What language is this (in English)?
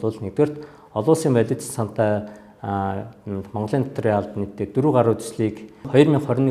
Mongolian